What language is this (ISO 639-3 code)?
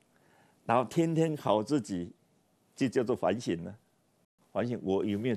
zho